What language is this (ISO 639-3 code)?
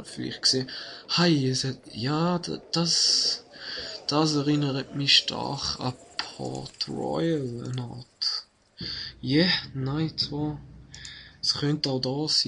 gsw